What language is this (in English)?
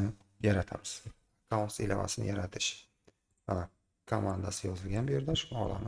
Uzbek